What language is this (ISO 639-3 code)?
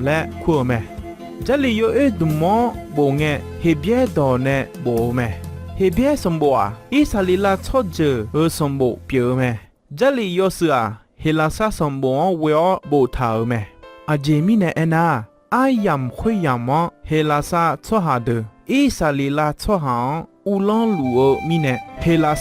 ahk